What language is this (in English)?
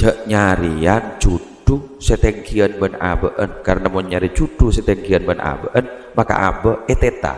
Madurese